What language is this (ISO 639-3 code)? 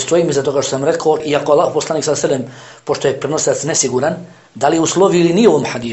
bos